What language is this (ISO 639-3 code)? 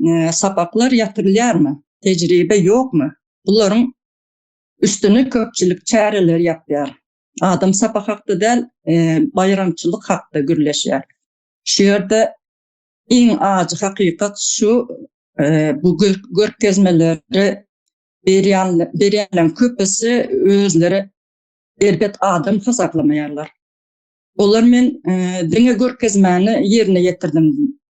tuk